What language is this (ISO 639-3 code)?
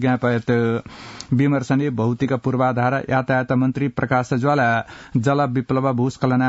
san